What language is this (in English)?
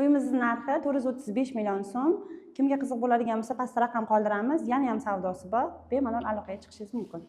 Uzbek